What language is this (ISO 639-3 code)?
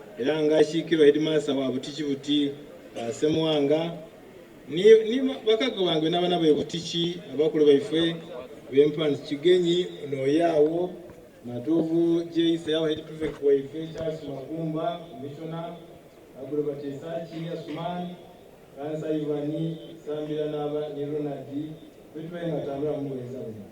xog